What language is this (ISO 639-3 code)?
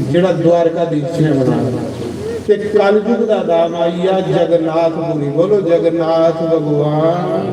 doi